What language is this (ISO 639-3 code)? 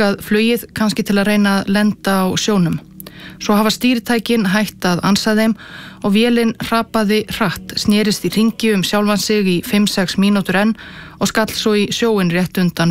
isl